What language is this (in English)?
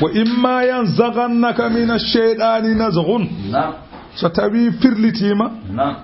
Fula